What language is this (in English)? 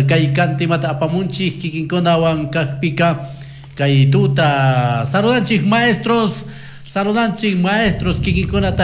Chimborazo Highland Quichua